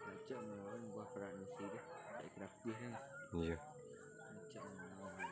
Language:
Minangkabau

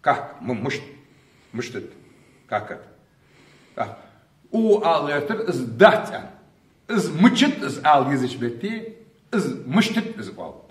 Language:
Ingush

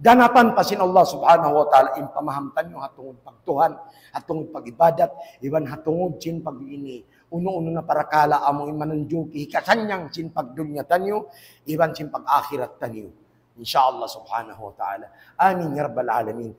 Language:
Tausug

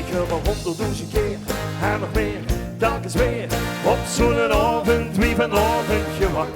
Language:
Limburgish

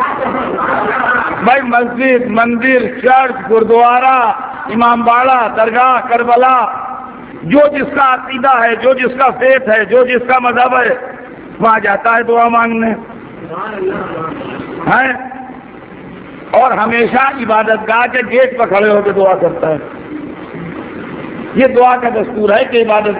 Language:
Urdu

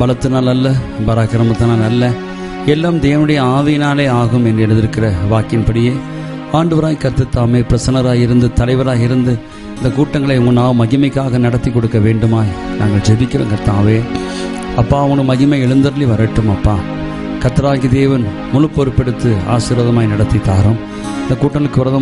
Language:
Tamil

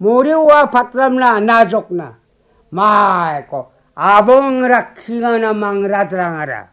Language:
Garo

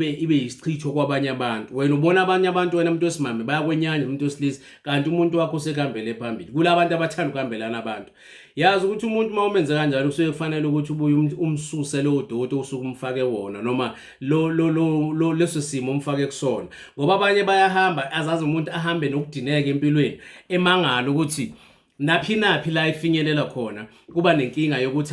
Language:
Zulu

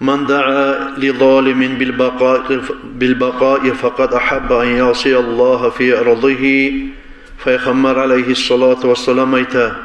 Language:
Kumyk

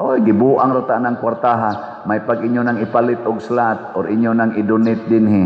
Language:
Cebuano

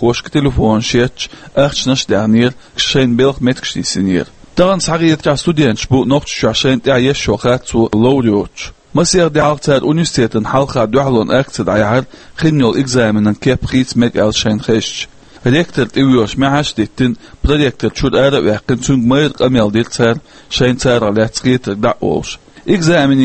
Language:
Chechen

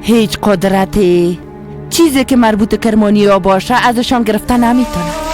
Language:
Persian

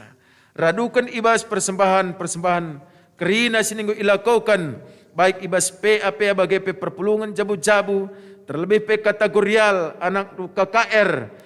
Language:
Batak Karo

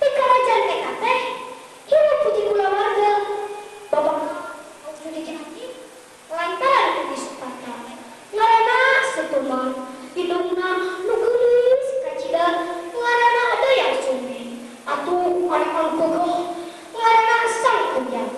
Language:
Sundanese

